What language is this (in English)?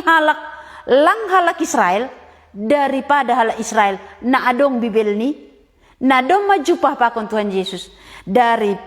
Batak Simalungun